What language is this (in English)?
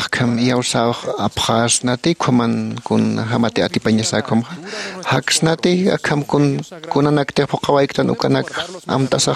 Aymara